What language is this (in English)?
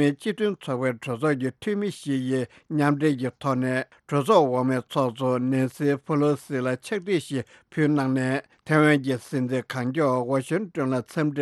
Tibetan